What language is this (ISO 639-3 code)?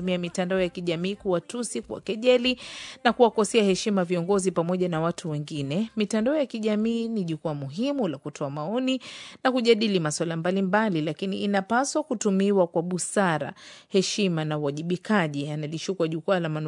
swa